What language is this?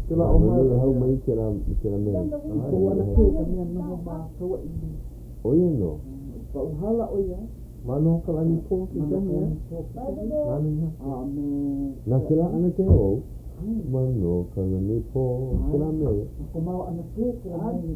Hawaiian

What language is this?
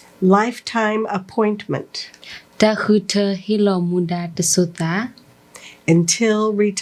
S'gaw Karen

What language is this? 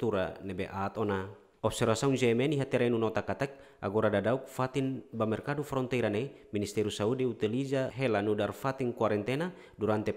Tetum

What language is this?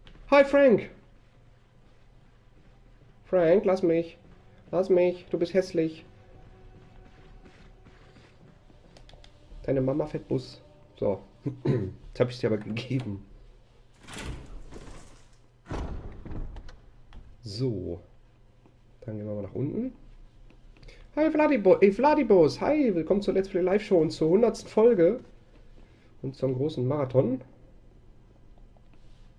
German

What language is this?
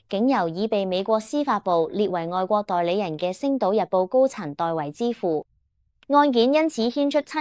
Cantonese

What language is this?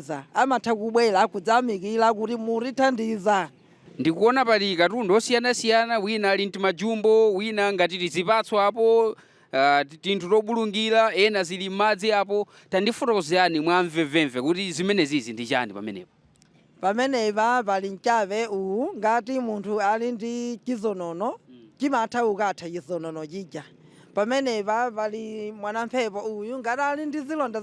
Nyanja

